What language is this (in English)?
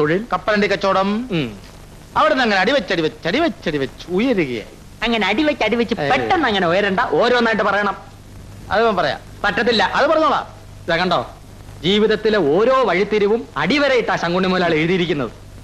Malayalam